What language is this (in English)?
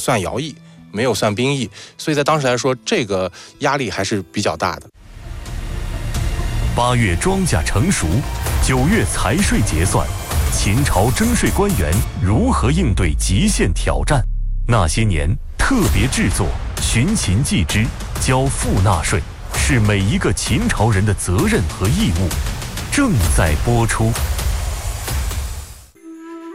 Chinese